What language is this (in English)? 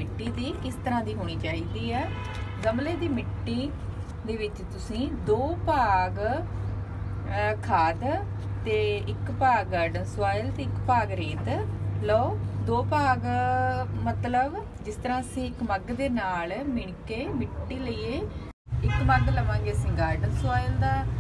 Punjabi